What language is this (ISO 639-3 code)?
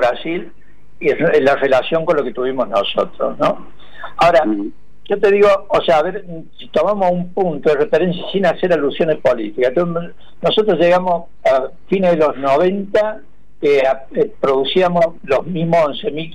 spa